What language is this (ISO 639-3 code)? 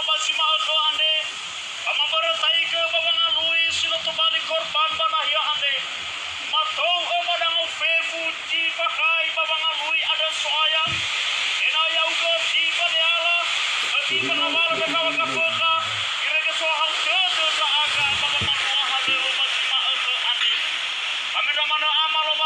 nia